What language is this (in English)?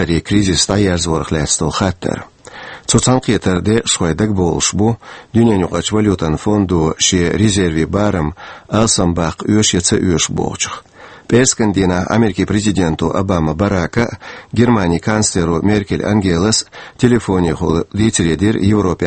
Chechen